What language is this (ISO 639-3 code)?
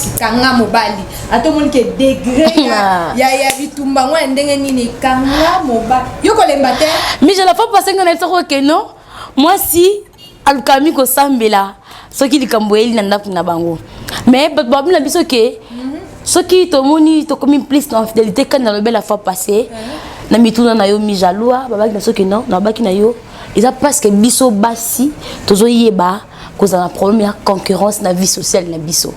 lin